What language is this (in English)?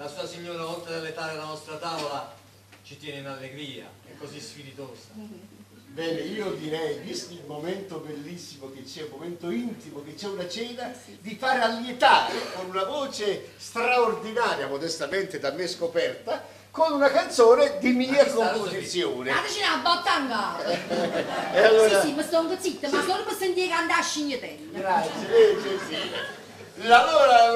Italian